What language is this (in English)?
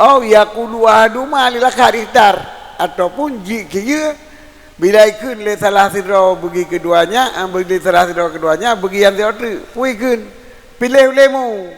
Achinese